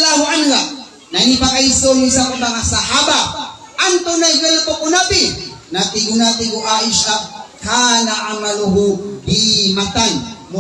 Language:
Maranao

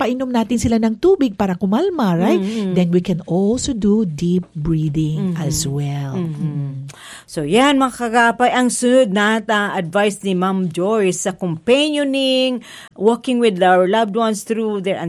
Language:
Filipino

